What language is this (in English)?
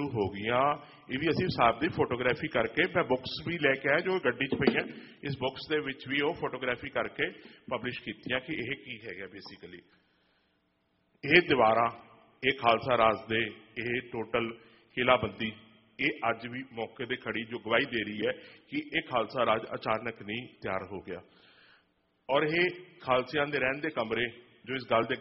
Punjabi